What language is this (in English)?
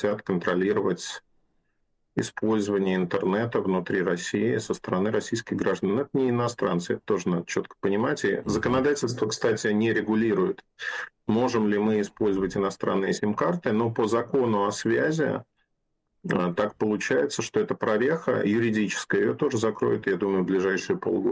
Russian